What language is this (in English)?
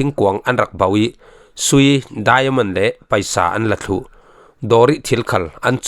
Falam Chin